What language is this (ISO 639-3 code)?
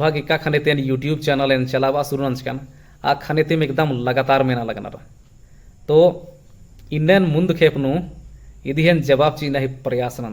kru